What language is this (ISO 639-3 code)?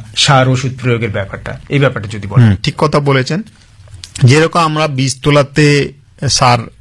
ben